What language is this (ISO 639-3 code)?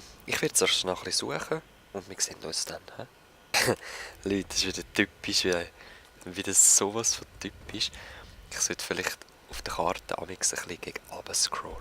gsw